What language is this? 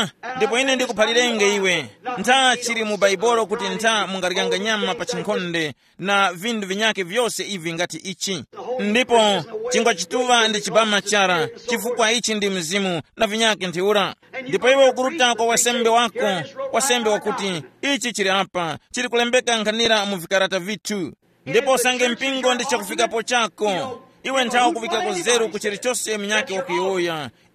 Tumbuka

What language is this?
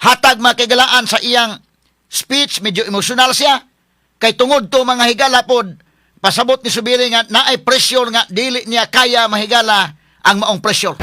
Cebuano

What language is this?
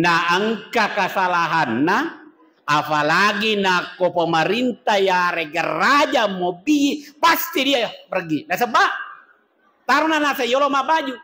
Buginese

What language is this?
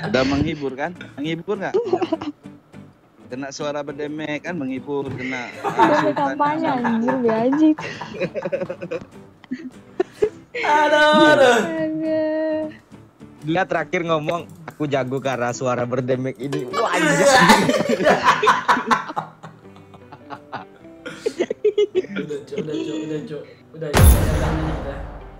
Indonesian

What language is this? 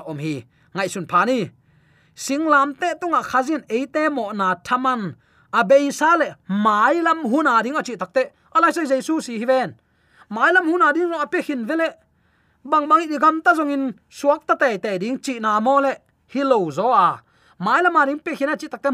Tedim Chin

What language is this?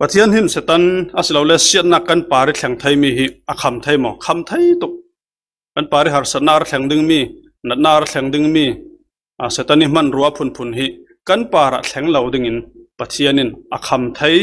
Falam Chin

